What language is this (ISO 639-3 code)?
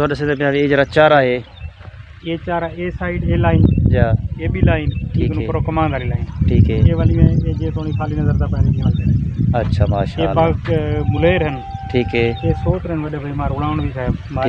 skr